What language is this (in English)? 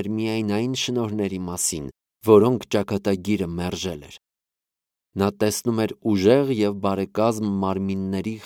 Armenian